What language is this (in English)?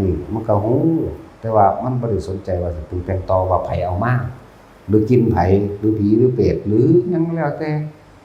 Northeastern Thai